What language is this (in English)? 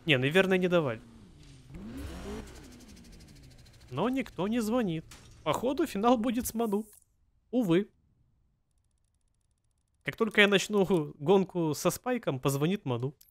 Russian